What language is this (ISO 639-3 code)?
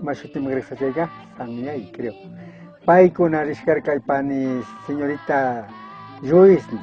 qug